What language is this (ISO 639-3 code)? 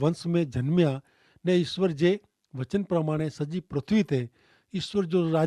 kfr